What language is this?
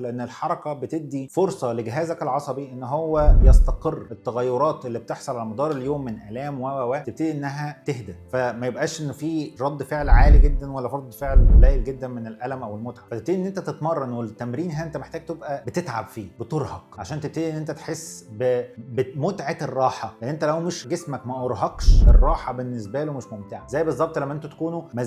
Egyptian Arabic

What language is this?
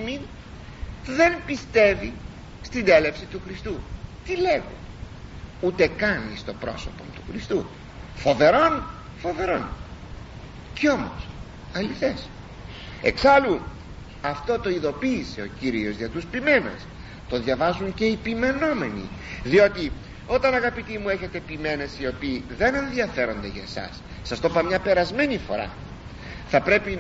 Greek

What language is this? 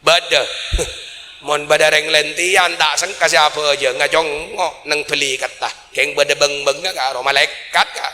Madurese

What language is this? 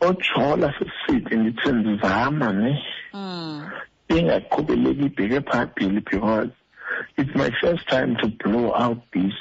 Xhosa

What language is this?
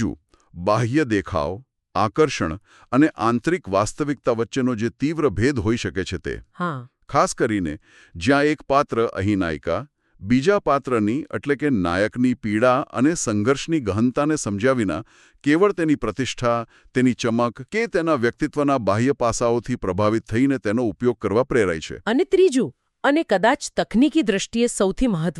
Gujarati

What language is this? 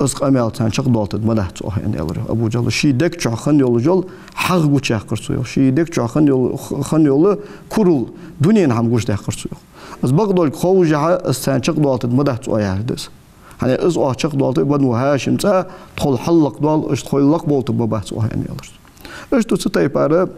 Ingush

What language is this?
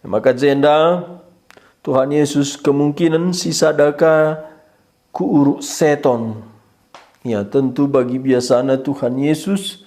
Batak Karo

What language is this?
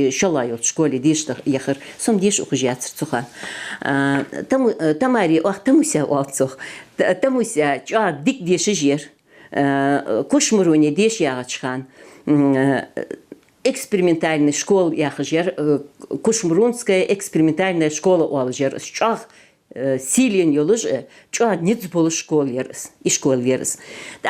Ingush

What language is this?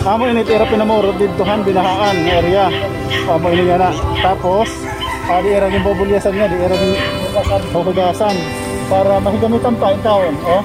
Waray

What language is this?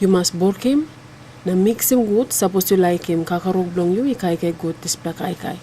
Tok Pisin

